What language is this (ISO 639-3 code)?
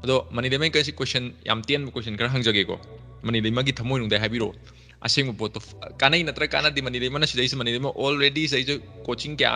mni